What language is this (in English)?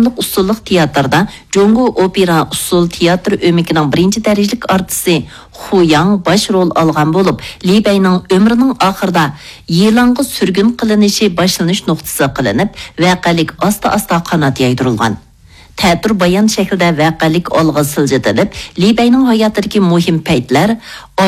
Uyghur